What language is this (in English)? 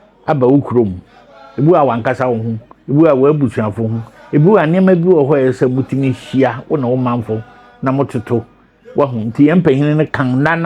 Akan